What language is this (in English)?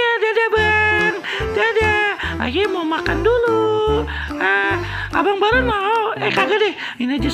Betawi